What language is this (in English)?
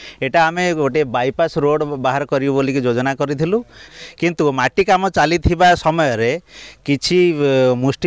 Odia